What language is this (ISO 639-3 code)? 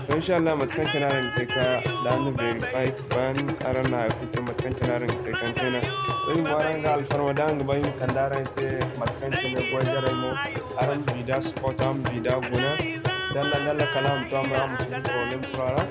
dje